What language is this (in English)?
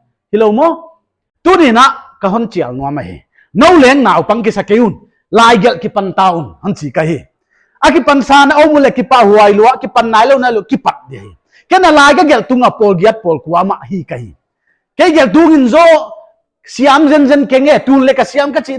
Paite Chin